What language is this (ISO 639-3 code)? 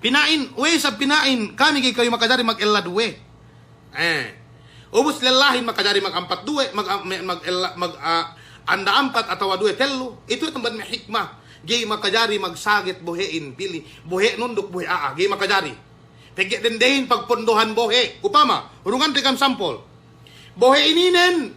yka